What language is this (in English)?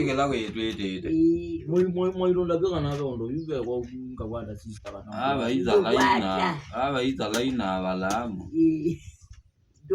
Kamba